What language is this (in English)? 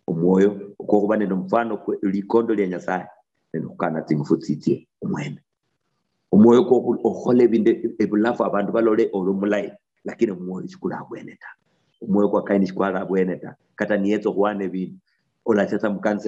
Luyia